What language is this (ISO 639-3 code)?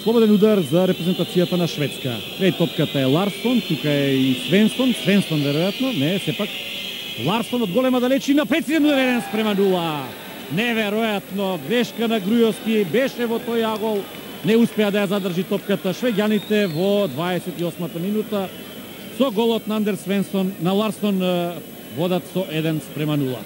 mkd